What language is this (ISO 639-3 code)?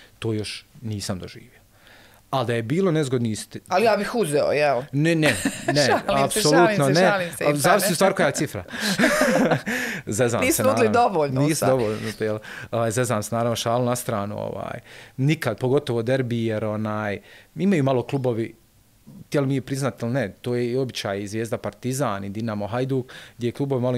bos